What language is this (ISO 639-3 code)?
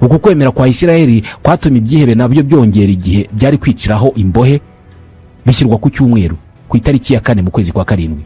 kin